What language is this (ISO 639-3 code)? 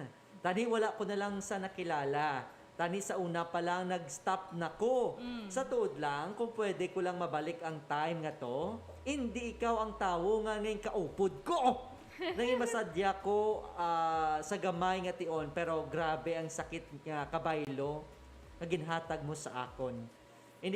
hil